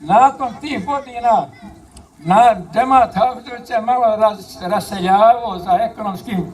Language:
Bosnian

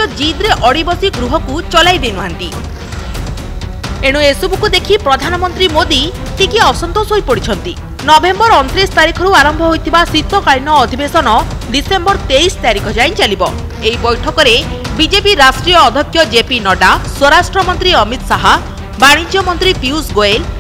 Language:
Odia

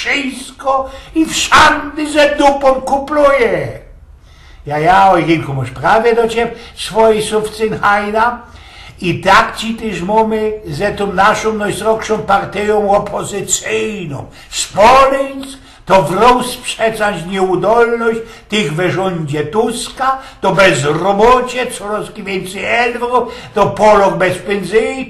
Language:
Silesian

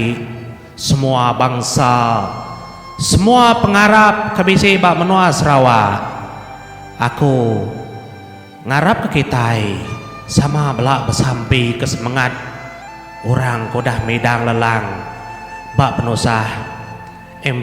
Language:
Iban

